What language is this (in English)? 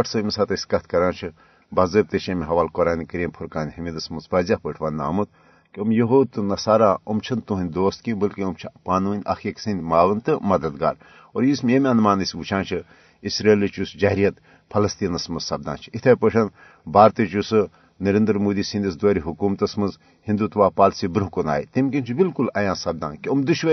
Kashmiri